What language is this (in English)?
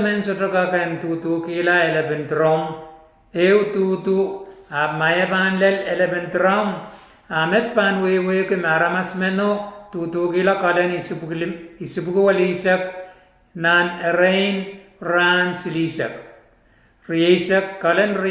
Pohnpeian